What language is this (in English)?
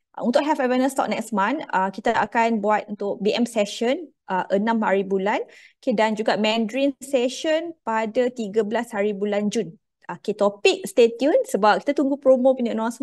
Malay